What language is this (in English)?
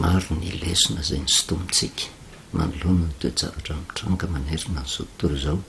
Malagasy